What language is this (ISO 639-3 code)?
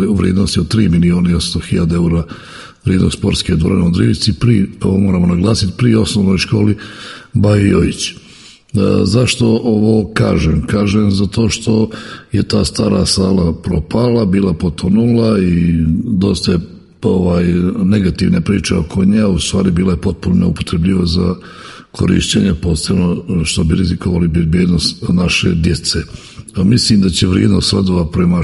srp